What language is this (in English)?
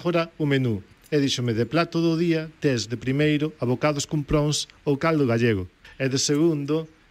Galician